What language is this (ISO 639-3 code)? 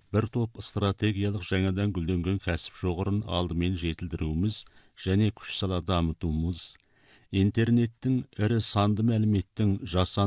kaz